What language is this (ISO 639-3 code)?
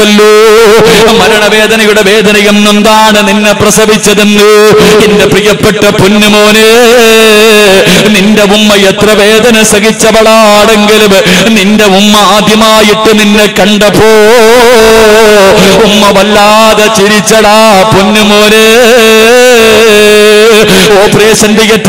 mal